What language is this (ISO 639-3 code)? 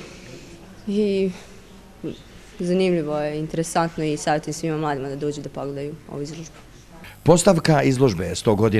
bos